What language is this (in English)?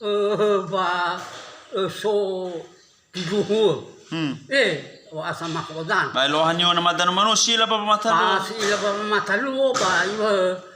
Nias